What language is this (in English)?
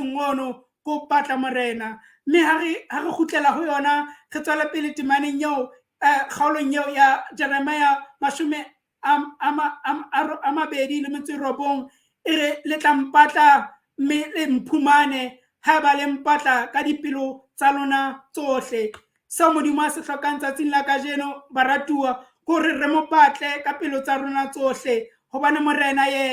Southern Sotho